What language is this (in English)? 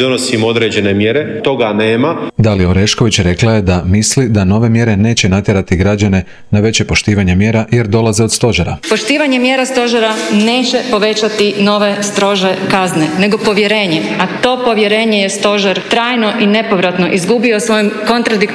Croatian